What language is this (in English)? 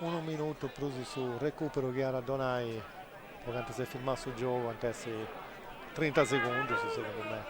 Sardinian